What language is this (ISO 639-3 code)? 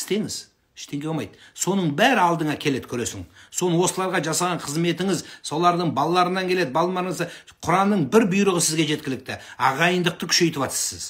kaz